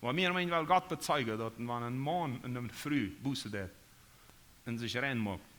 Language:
Plautdietsch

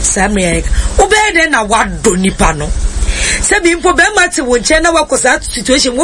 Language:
Akan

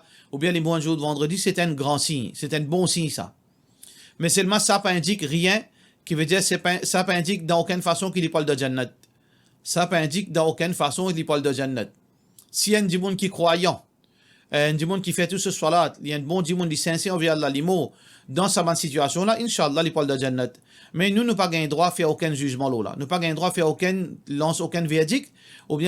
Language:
Morisyen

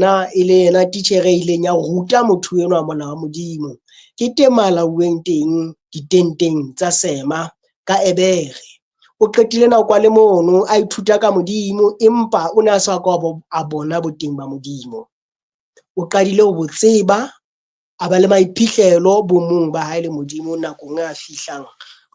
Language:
Southern Sotho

